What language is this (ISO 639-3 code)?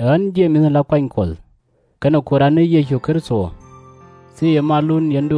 nus